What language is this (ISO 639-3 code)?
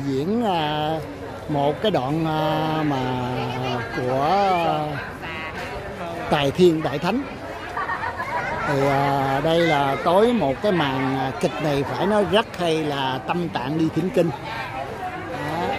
vie